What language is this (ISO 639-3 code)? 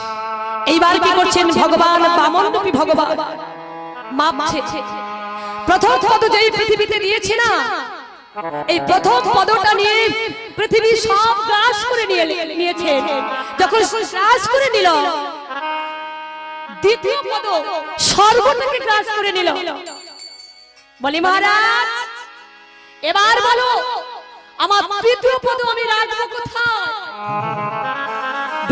ben